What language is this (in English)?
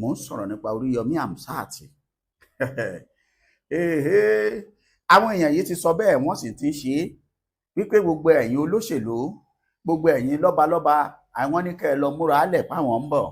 Yoruba